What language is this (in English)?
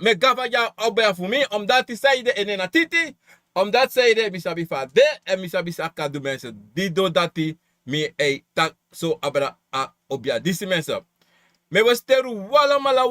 Sranan Tongo